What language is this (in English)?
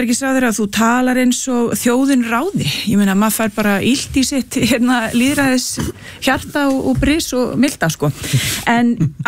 Icelandic